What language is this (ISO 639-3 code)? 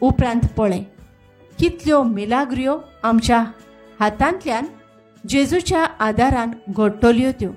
kok